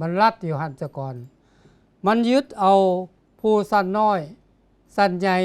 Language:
Lao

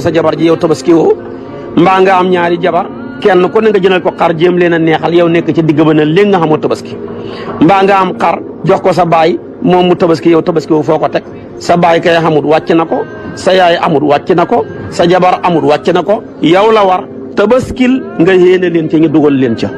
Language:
Wolof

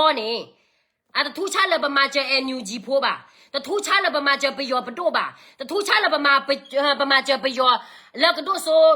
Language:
S'gaw Karen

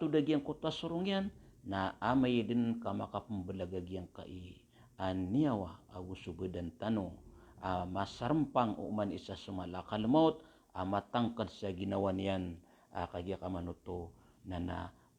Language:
Maranao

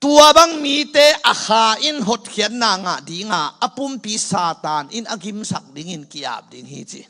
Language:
Tedim Chin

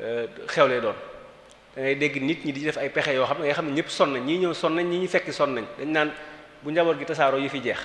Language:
Wolof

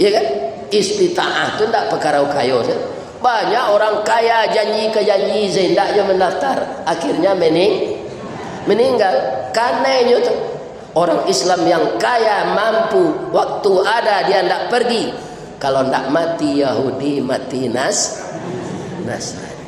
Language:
Minangkabau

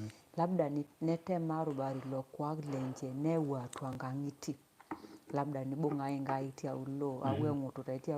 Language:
Masai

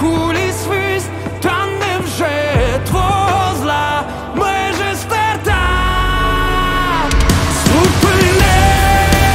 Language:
Ukrainian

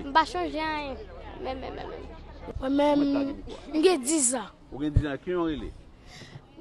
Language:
Haitian Creole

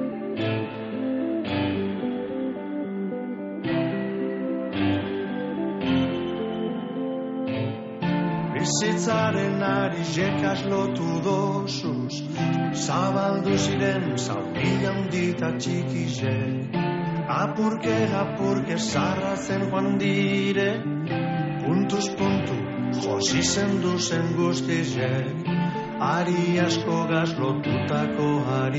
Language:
Basque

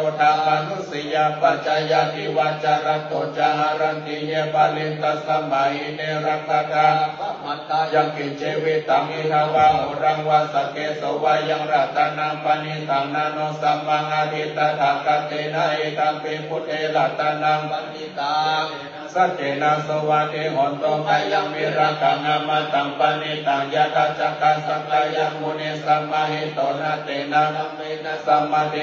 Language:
Pali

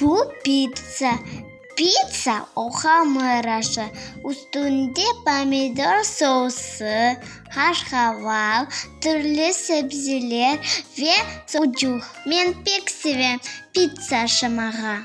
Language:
Crimean Tatar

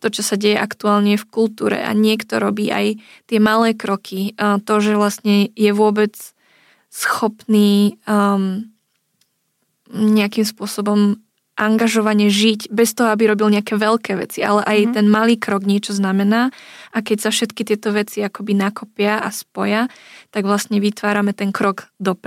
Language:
Slovak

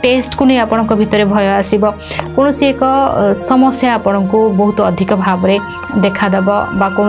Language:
Odia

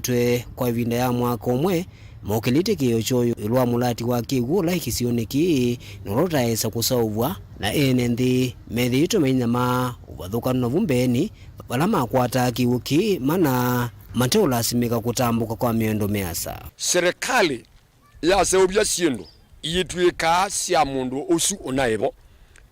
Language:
Kamba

